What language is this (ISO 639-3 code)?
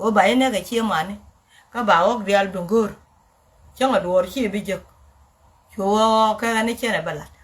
nus